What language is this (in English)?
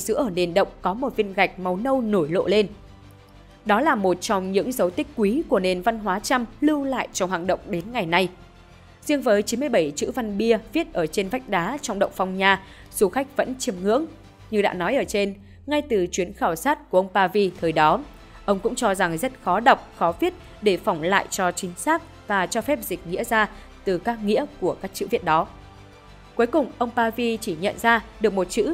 Vietnamese